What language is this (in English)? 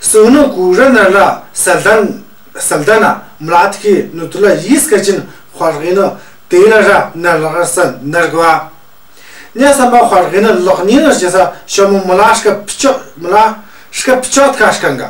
Tu